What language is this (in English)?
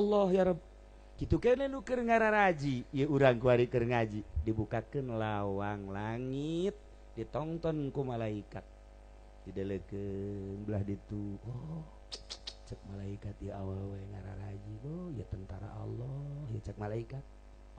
Sundanese